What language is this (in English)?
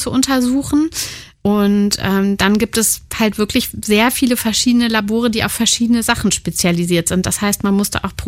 German